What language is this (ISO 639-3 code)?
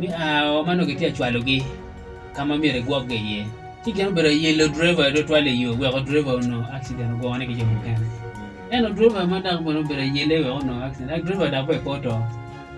ach